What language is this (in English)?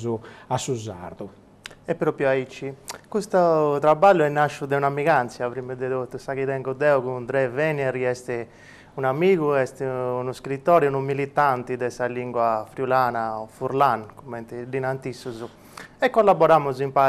Sardinian